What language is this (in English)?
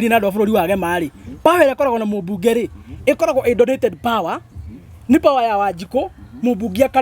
Kikuyu